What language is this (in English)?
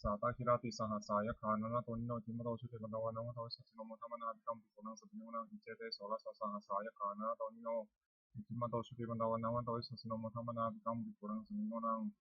Pali